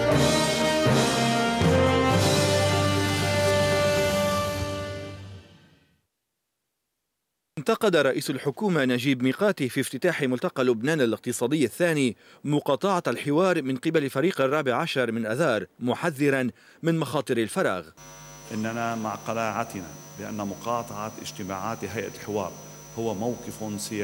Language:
Arabic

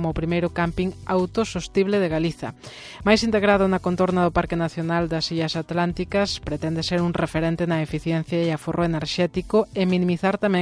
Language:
Galician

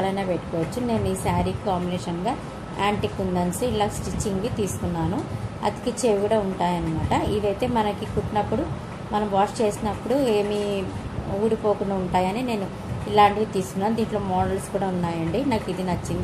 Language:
Telugu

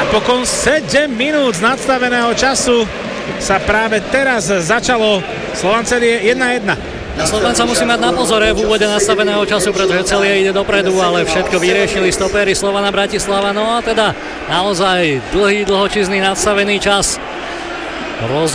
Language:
Slovak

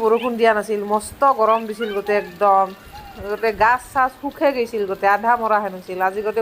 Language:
Assamese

